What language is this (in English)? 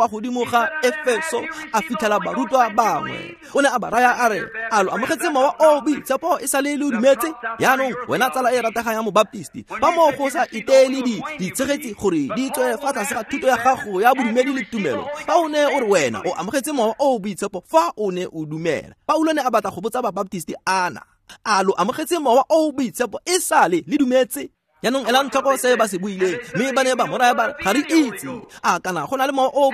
Tswana